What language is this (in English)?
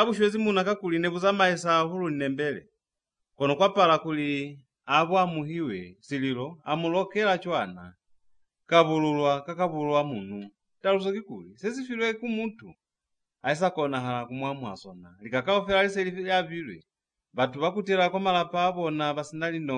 Lozi